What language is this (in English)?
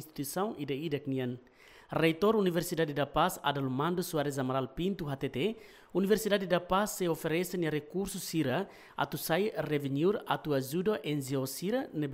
Tetum